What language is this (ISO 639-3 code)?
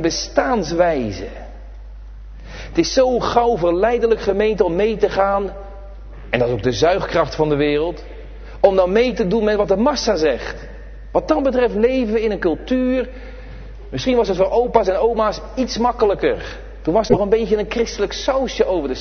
nld